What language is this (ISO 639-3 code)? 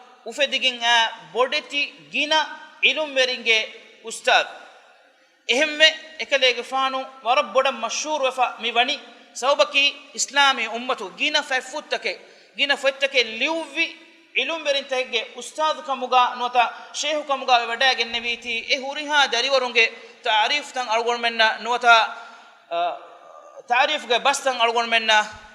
div